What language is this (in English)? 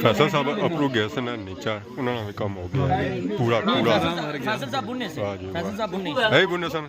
Pahari-Potwari